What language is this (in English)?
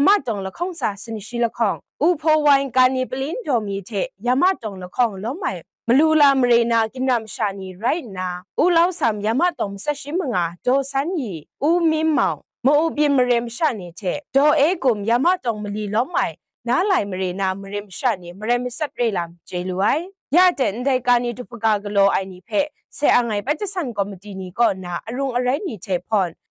Kachin